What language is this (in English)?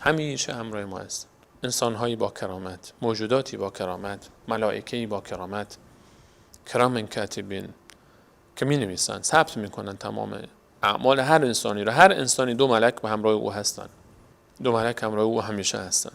Persian